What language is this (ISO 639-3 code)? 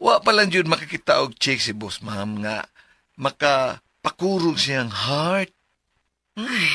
ceb